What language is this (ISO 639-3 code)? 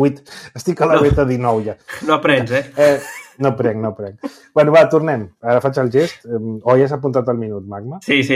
cat